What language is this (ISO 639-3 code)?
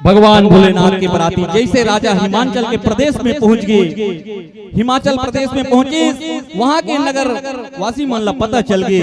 hne